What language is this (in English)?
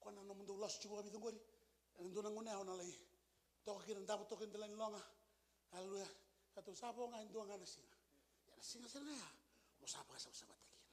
Fijian